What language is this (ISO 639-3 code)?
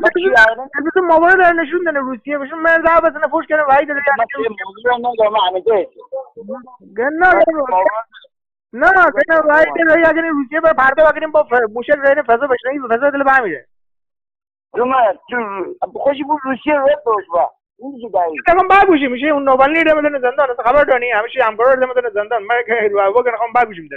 fas